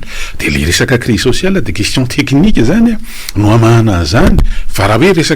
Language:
Malagasy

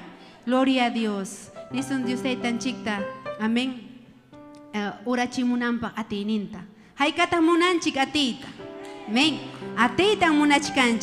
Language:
Ayacucho Quechua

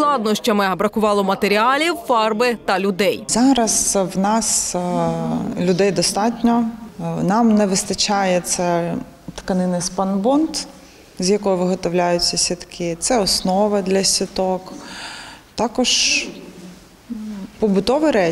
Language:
Ukrainian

